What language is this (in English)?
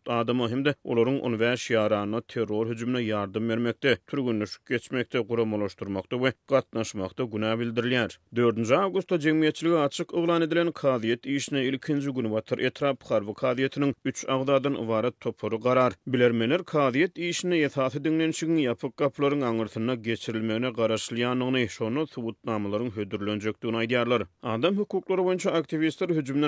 Turkmen